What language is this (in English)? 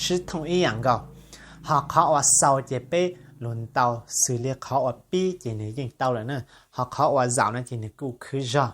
Hmong